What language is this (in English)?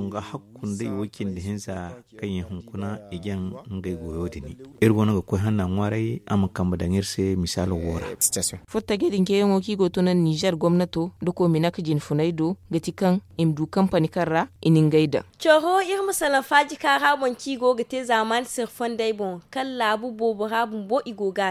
Zarma